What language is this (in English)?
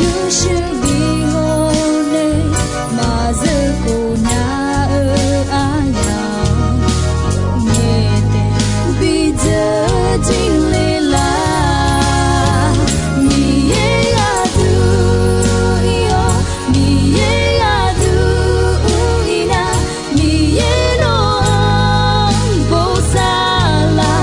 Akha